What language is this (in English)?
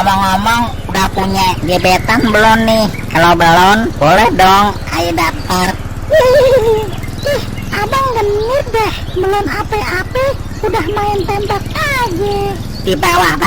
Betawi